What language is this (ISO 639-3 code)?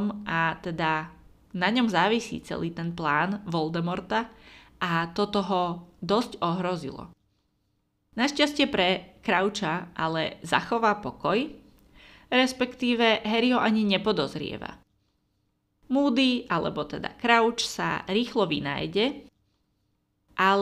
slk